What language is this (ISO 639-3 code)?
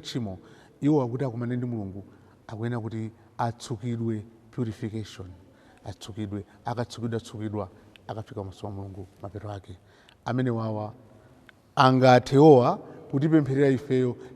nya